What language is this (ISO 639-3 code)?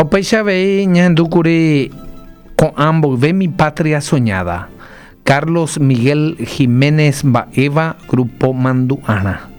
grn